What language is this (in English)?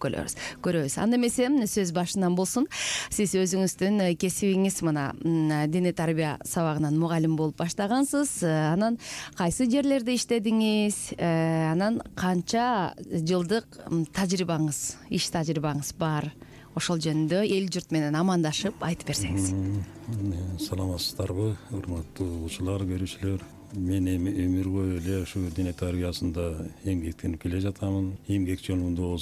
Kyrgyz